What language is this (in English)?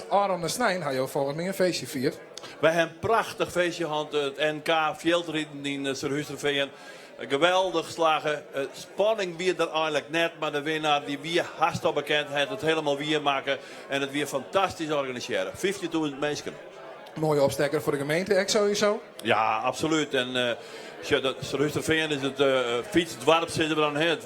Western Frisian